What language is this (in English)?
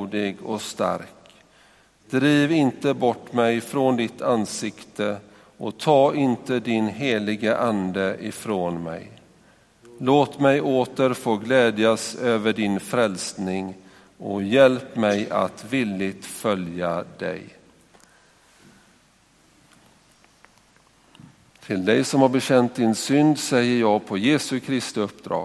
Swedish